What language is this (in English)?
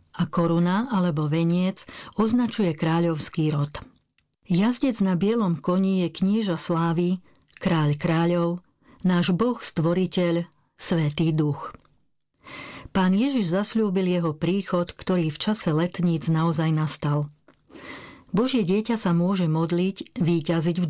Slovak